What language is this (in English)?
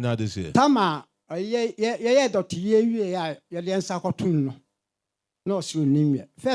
Akan